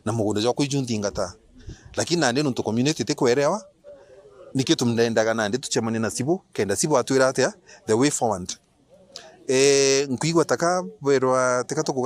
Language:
Meru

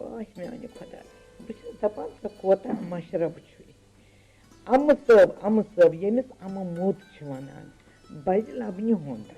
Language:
Kashmiri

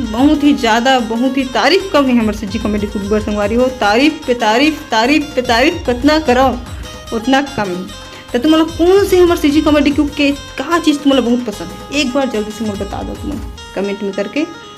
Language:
Chhattisgarhi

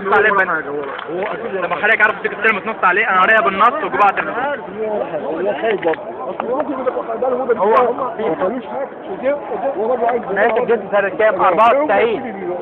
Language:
Egyptian Arabic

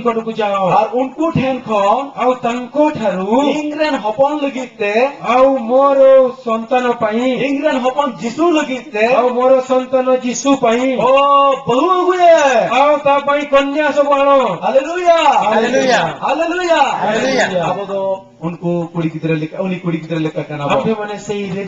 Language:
Santali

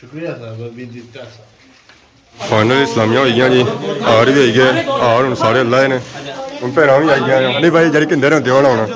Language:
Pahari-Potwari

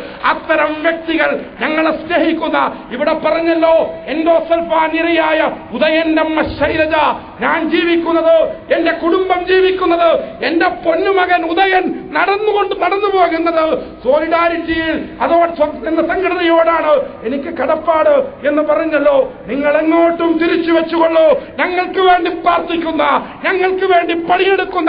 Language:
Malayalam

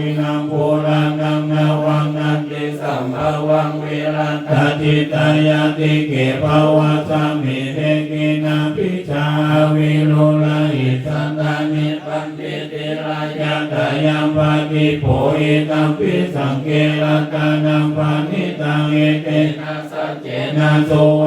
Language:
Pali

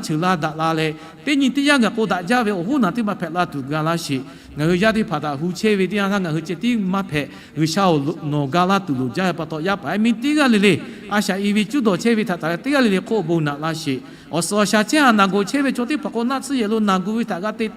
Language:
Lahu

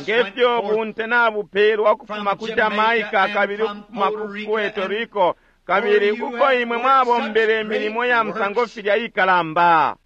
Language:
Bemba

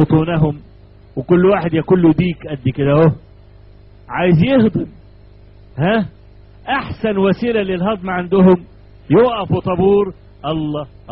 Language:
Egyptian Arabic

